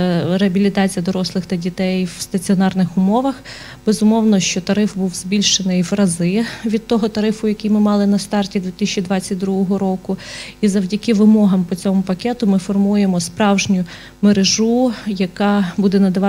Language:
Ukrainian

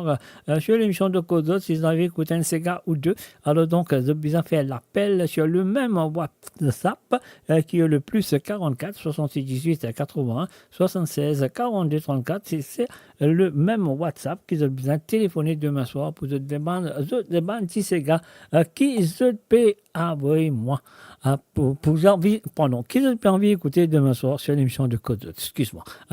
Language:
Morisyen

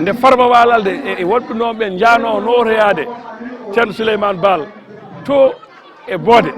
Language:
Fula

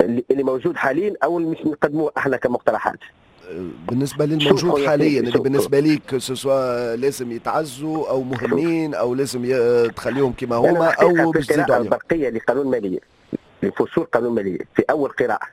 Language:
Tunisian Arabic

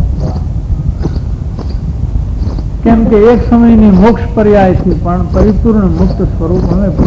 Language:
Gujarati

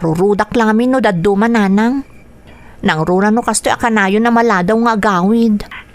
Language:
Iloko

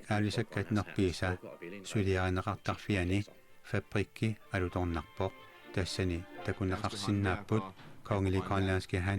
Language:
Kalaallisut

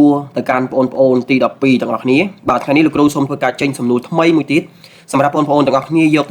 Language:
Khmer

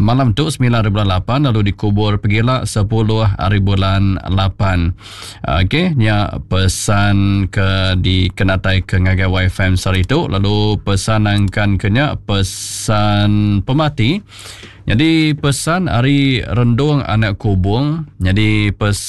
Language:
Iban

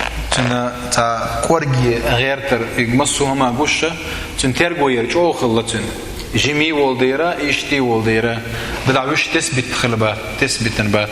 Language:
Chechen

